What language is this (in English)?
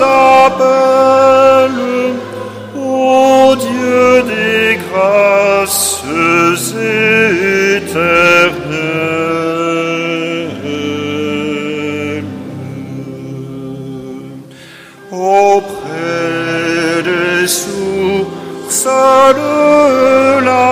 French